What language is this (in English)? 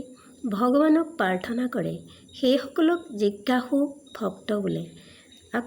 Assamese